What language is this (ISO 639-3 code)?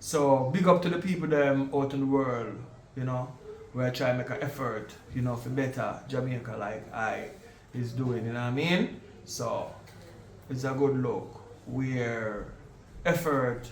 jam